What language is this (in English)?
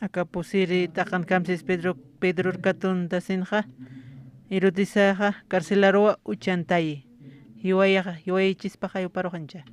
Aymara